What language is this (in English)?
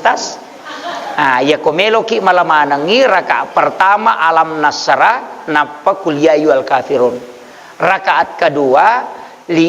Buginese